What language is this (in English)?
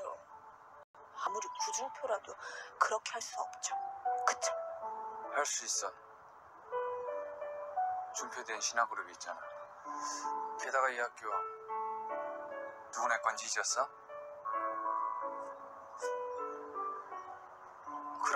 Korean